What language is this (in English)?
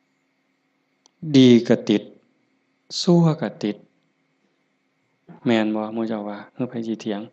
Lao